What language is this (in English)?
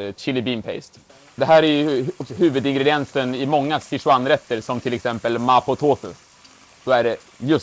Swedish